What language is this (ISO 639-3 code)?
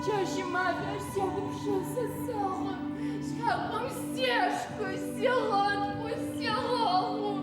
ady